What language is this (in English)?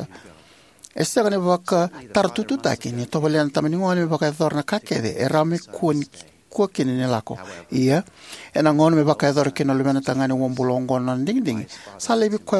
Fijian